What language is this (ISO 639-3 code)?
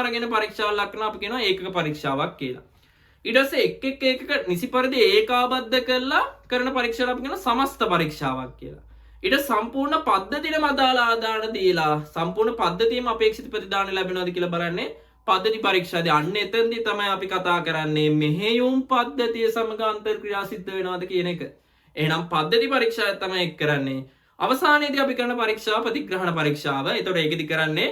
sin